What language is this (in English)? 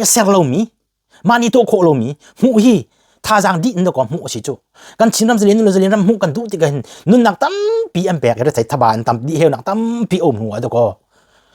Hakha Chin